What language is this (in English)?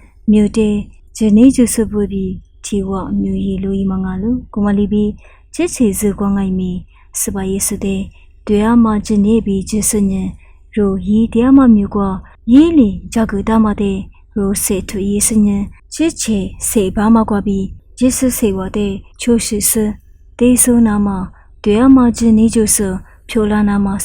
Lisu